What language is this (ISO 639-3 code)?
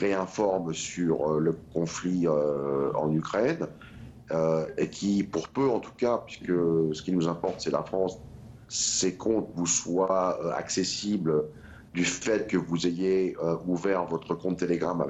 fra